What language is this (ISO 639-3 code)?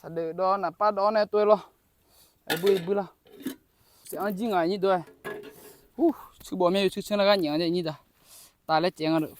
ahk